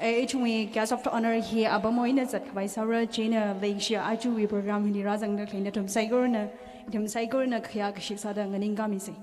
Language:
Tangkhul Naga (India)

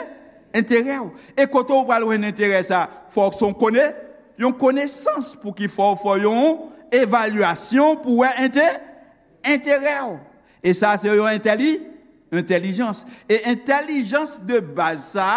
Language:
Haitian Creole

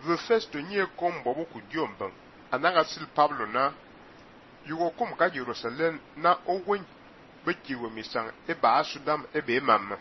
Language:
Fang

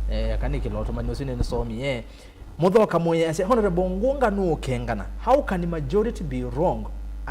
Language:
Kamba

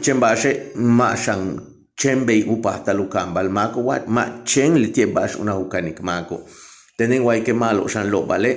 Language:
Yucateco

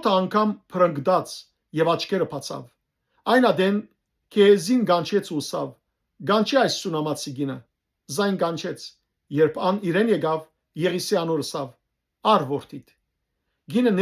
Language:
Western Armenian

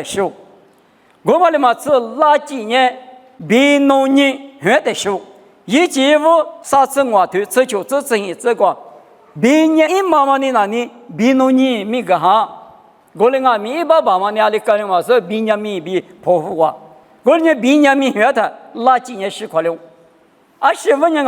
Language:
Lisu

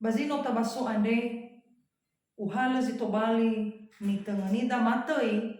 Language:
Nias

